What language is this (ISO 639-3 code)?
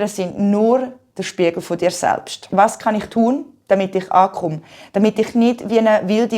gsw